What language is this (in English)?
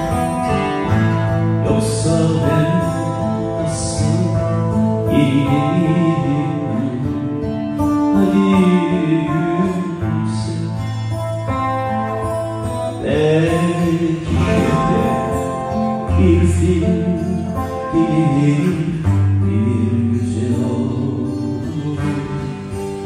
Turkish